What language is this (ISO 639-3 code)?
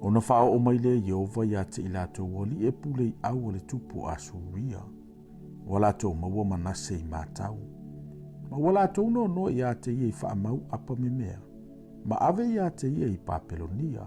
smo